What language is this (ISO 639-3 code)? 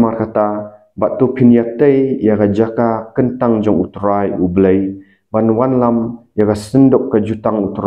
kha